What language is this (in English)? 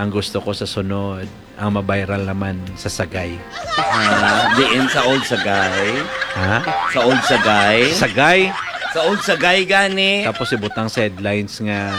Hiligaynon